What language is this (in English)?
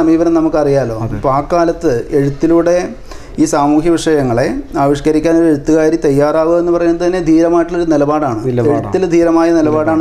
Malayalam